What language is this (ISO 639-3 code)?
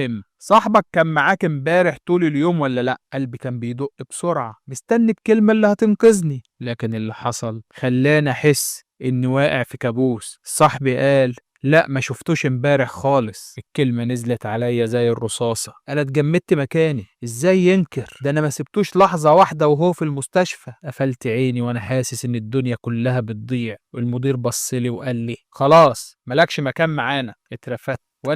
arz